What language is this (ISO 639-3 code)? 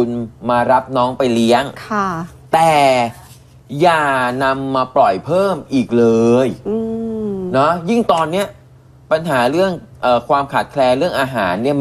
tha